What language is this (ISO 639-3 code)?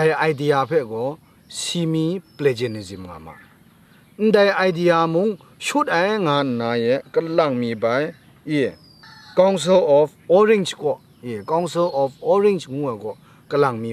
kac